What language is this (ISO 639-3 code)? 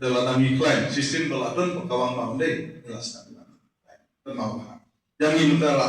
kha